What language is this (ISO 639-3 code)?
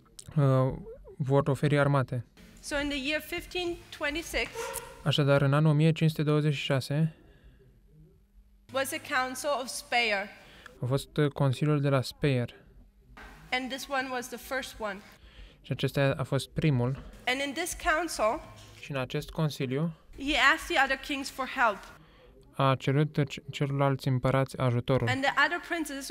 ron